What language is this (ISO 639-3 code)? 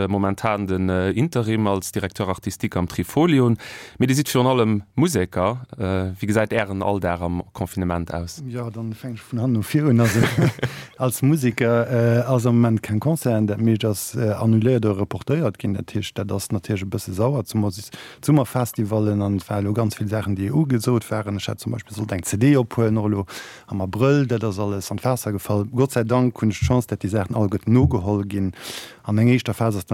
ltz